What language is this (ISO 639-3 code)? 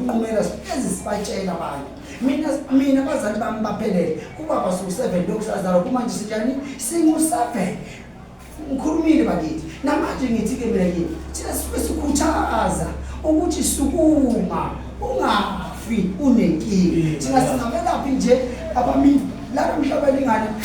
zul